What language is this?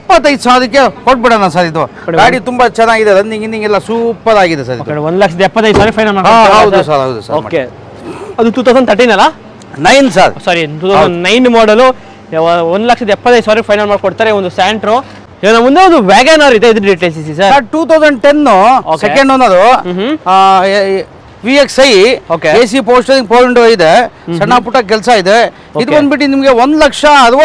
Kannada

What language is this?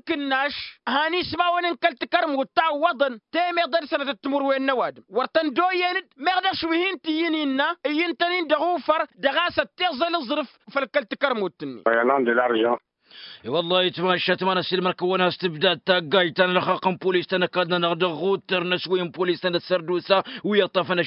Tamasheq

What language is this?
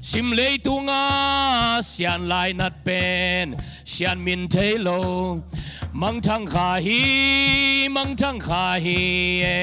Tedim Chin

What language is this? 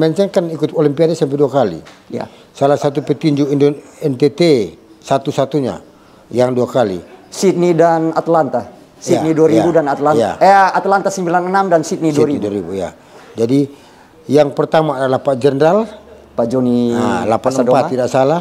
Indonesian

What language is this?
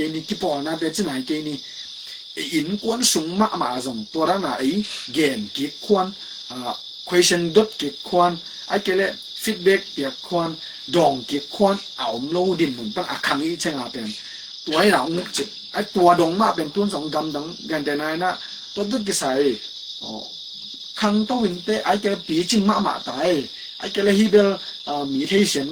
Tedim Chin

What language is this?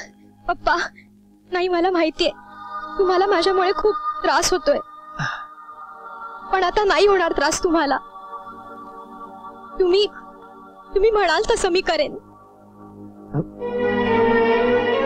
Marathi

